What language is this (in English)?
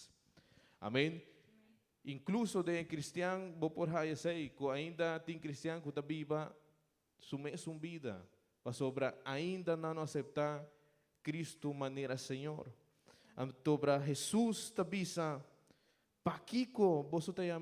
Papiamento